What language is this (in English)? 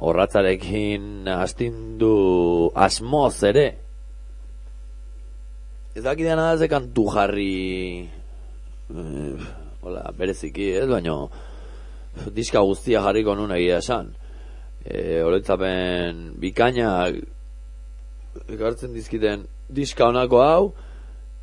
Basque